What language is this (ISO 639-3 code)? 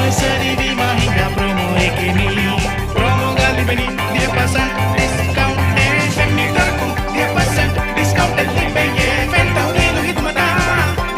div